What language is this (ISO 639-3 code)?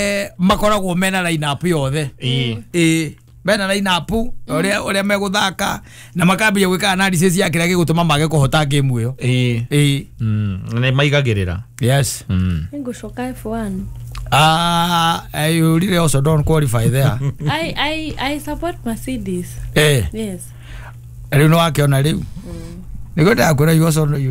kik